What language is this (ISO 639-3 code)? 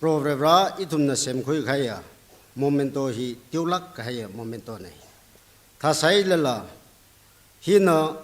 nmf